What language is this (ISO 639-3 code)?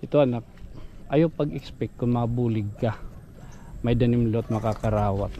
war